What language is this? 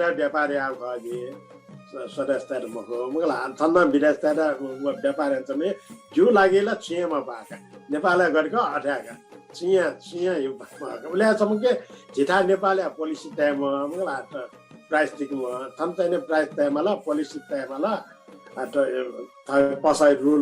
Newari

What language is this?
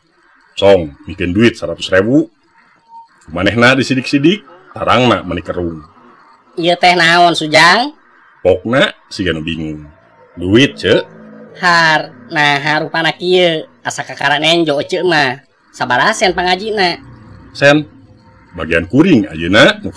Sundanese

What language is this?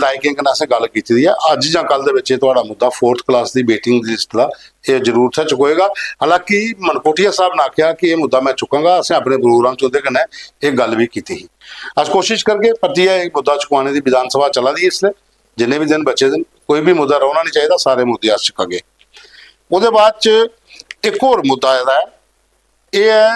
Dogri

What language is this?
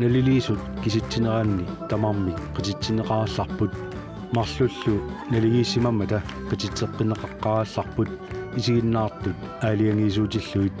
Kalaallisut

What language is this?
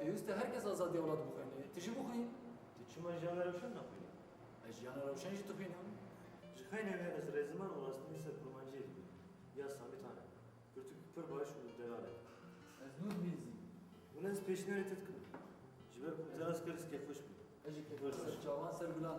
Kurdish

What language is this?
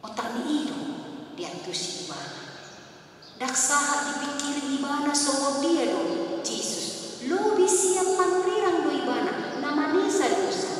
Batak Toba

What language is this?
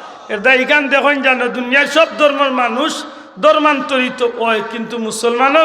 Sylheti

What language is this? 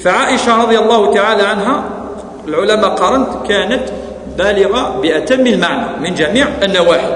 Kabyle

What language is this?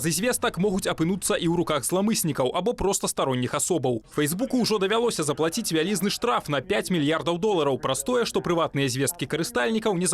Belarusian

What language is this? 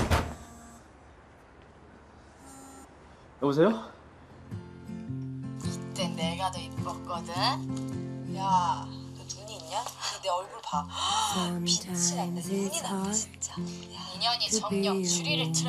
Korean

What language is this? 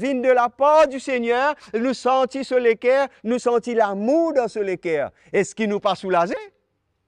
Morisyen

